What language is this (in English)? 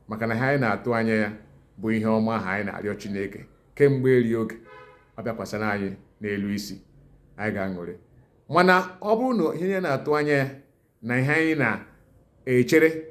Igbo